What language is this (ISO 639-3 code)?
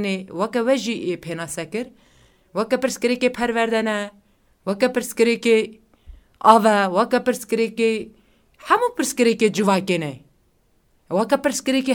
kur